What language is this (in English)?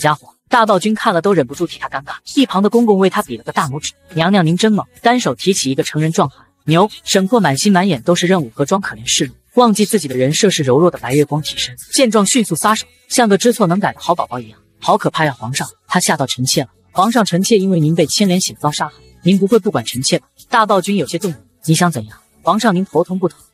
Chinese